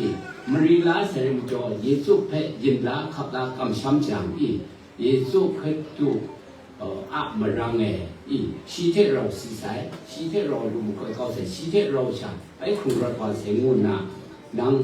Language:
Kachin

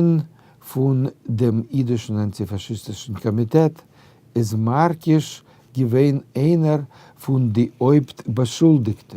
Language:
Yiddish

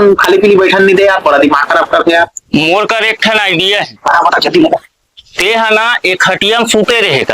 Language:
Chhattisgarhi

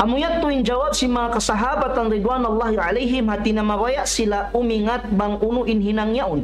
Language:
Tausug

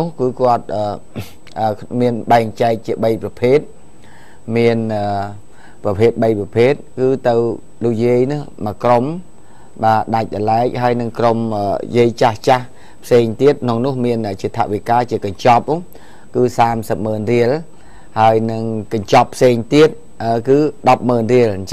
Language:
Khmer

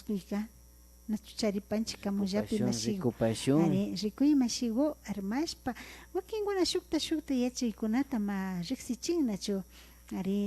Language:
Imbabura Highland Quichua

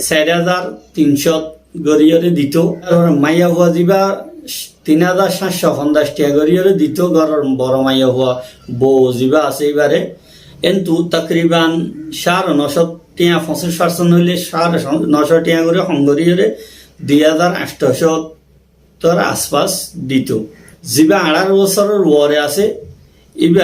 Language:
Rohingya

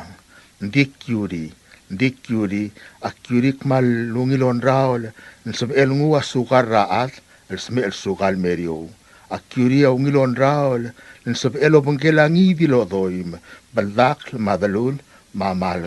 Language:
Palauan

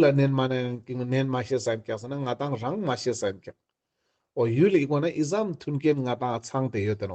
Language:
Ladakhi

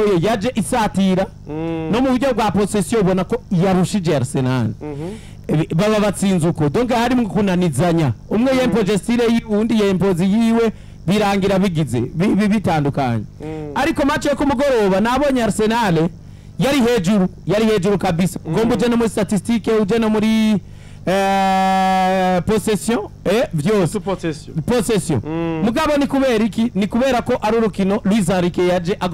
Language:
Rundi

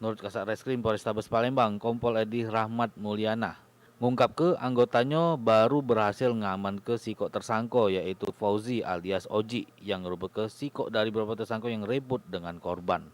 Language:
Musi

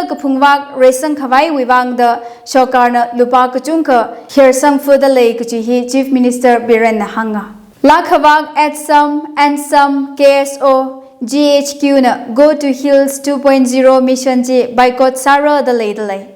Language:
Tangkhul Naga (India)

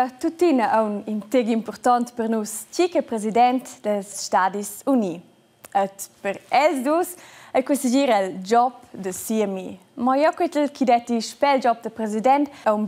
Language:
Romansh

